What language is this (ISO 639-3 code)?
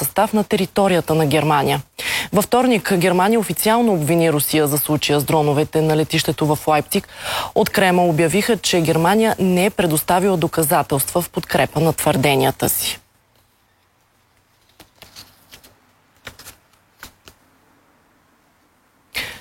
bul